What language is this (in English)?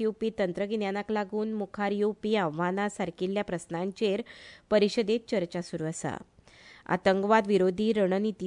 Konkani